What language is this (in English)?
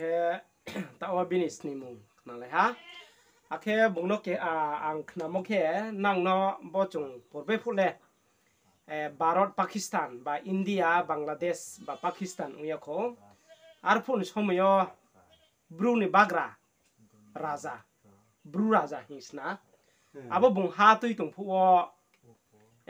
Riang (India)